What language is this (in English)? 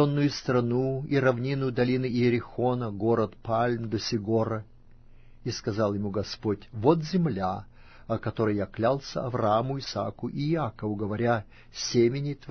Russian